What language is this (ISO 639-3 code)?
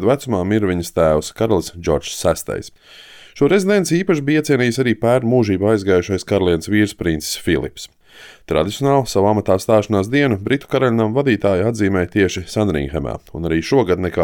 lav